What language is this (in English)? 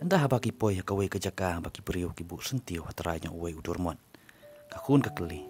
Khasi